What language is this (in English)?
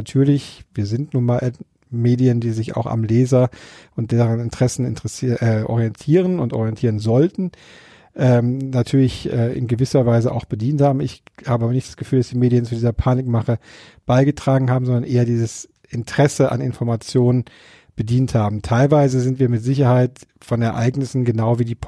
German